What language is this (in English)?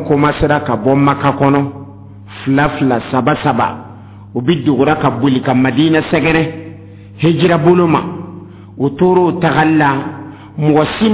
Dyula